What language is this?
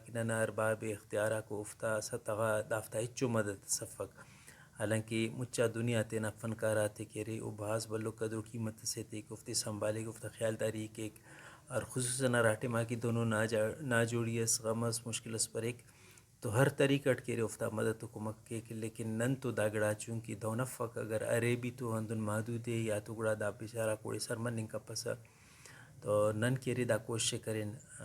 Brahui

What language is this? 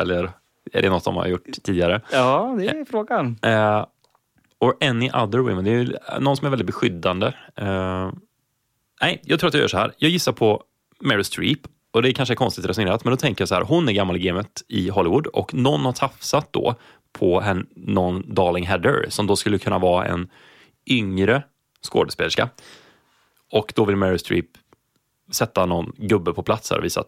Swedish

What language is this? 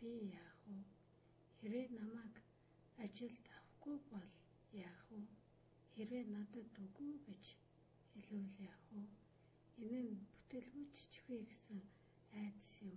Mongolian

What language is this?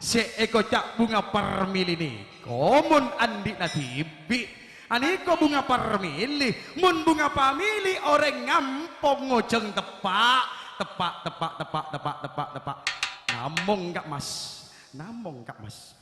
Madurese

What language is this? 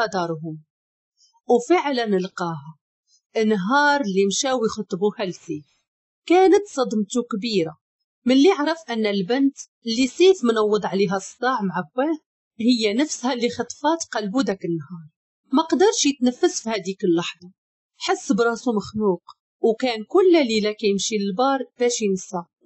Moroccan Arabic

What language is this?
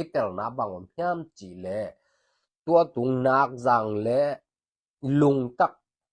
Tedim Chin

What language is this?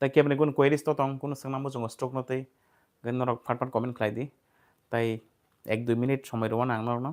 Kok Borok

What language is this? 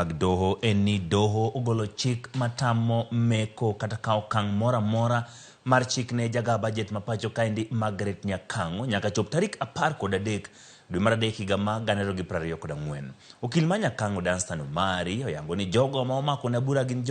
Luo (Kenya and Tanzania)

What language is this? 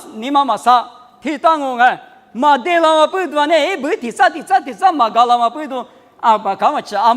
Lisu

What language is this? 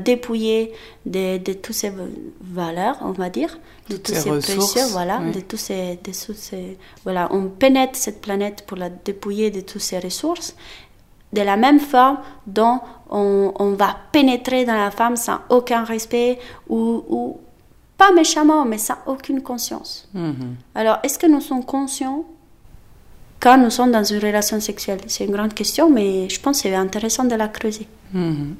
French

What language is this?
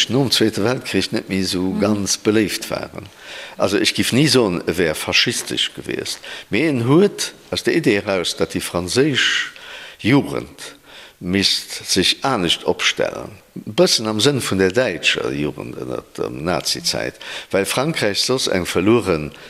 Luxembourgish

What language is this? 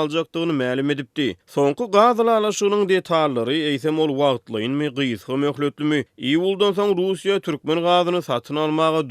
Turkmen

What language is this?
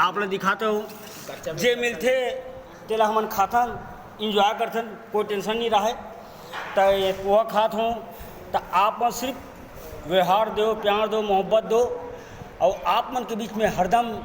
Chhattisgarhi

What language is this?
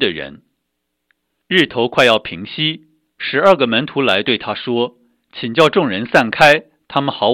Chinese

